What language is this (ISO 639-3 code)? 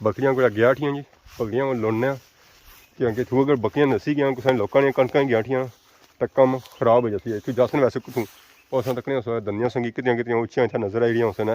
phr